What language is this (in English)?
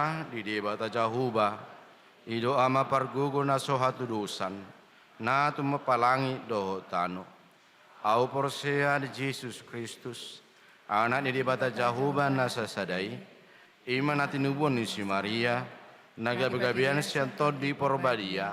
Batak Toba